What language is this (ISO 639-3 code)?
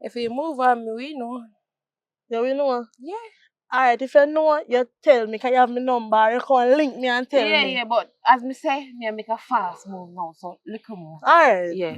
jam